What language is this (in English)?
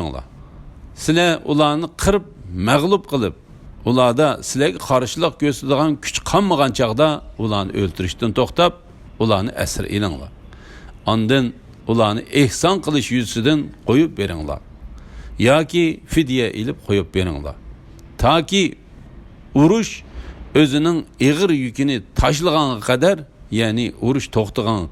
Uyghur